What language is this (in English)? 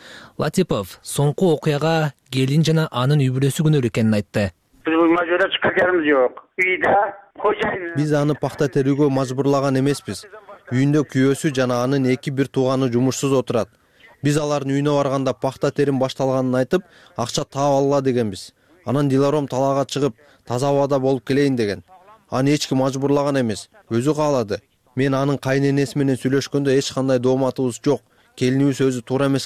Kyrgyz